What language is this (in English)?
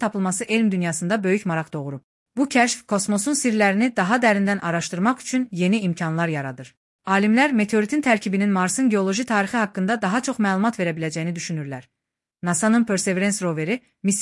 Azerbaijani